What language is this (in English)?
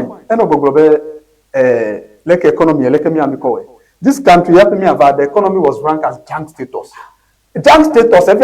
Ewe